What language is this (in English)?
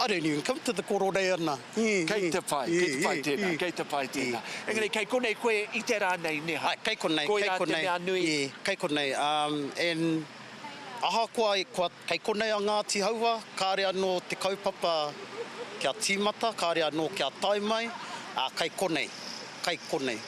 Māori